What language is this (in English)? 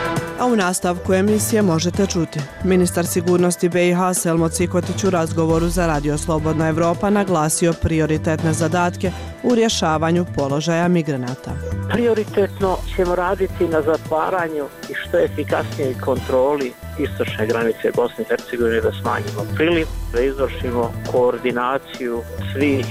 Bosnian